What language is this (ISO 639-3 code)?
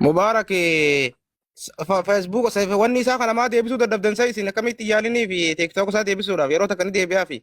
orm